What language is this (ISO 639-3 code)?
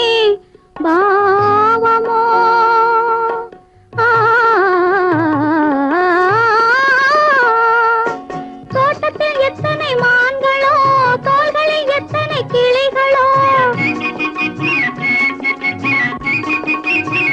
tam